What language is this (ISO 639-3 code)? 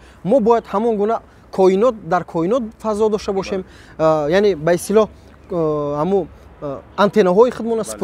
tgk